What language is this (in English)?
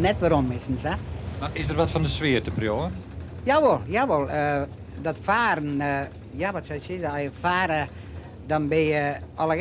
Western Frisian